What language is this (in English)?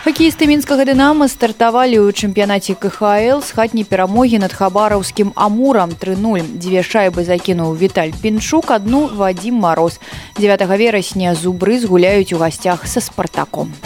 Belarusian